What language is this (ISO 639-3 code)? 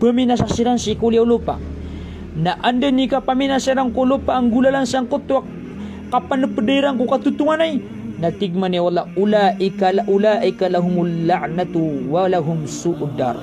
mrw